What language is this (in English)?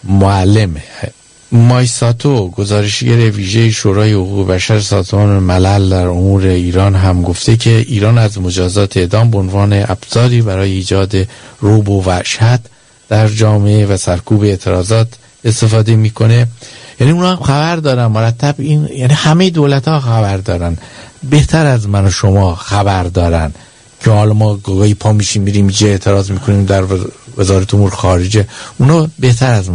Persian